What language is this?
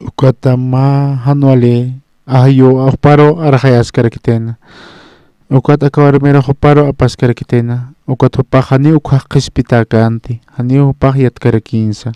Aymara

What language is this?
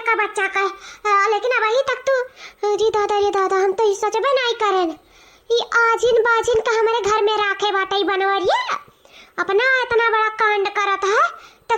Awadhi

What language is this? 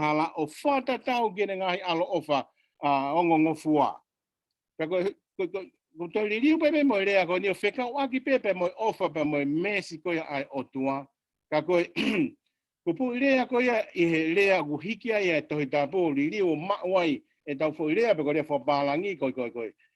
Tongan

